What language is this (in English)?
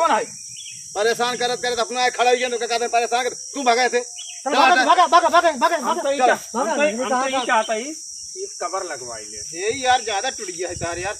Awadhi